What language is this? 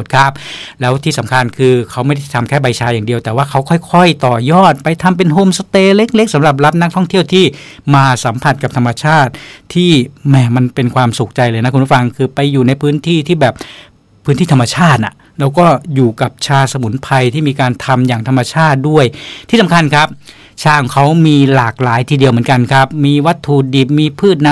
Thai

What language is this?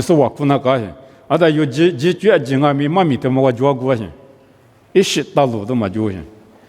Lisu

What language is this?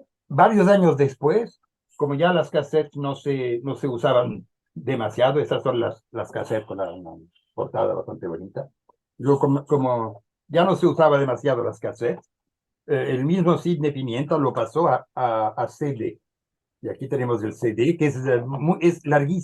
Ladino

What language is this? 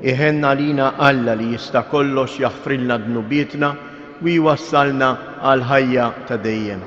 Maltese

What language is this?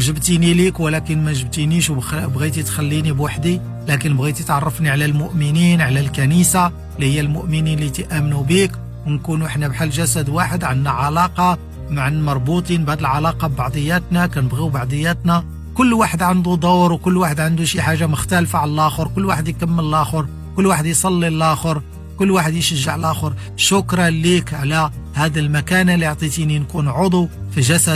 Moroccan Arabic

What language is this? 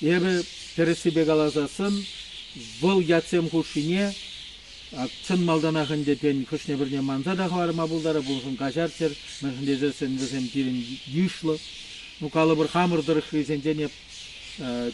Chuvash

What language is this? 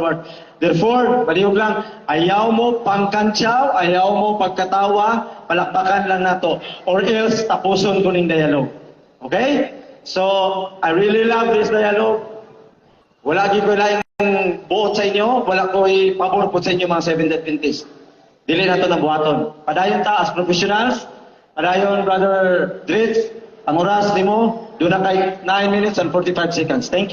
Cebuano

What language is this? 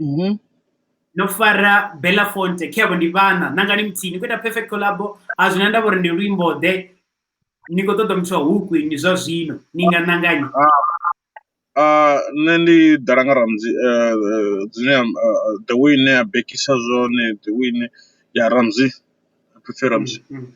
Venda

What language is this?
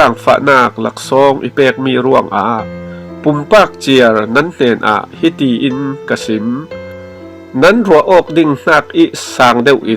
Falam Chin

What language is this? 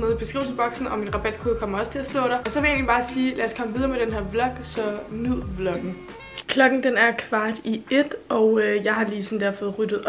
Danish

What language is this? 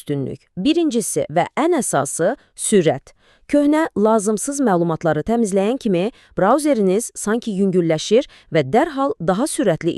Azerbaijani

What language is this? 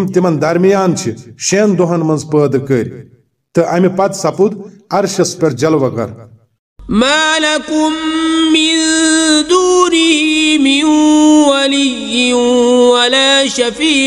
Kashmiri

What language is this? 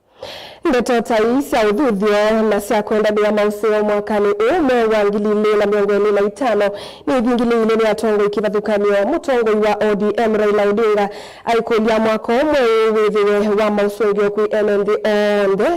Kamba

